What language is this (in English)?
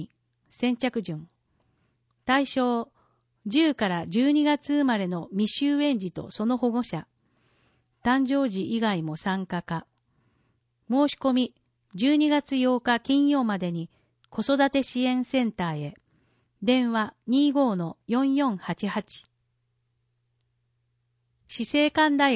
Japanese